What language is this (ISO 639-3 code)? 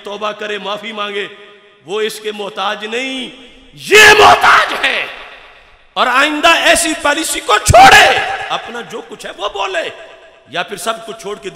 urd